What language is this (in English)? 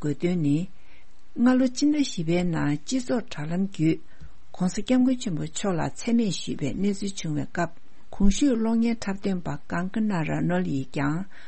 Tibetan